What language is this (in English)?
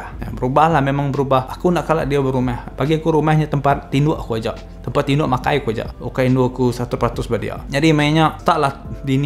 Iban